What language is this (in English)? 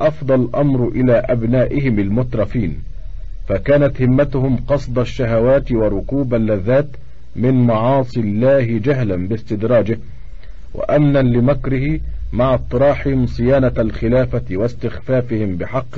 Arabic